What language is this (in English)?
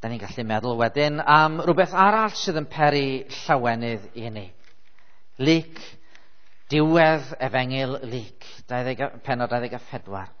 Welsh